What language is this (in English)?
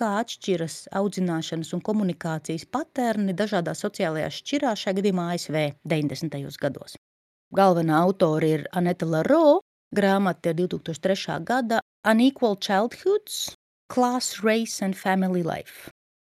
Latvian